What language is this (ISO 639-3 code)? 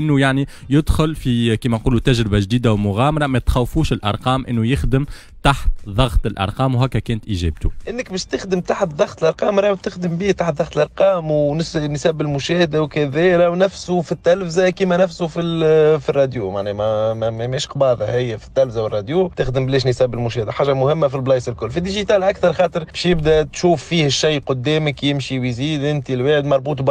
aeb